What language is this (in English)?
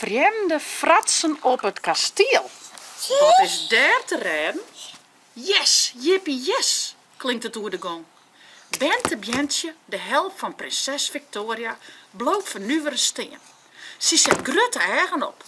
Western Frisian